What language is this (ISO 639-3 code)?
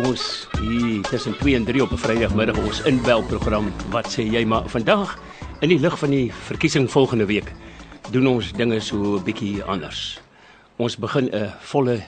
afr